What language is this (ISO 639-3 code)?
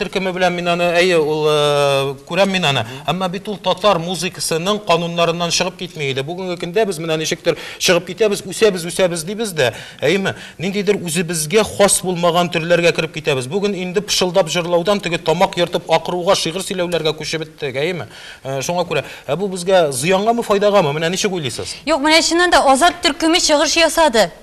tat